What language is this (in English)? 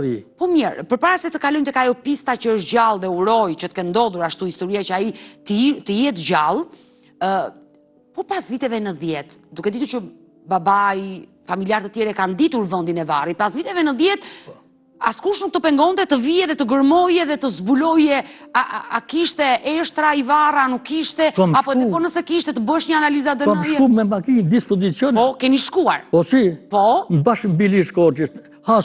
Albanian